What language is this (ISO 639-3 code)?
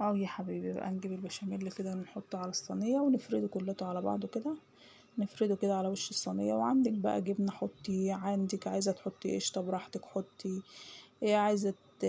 arz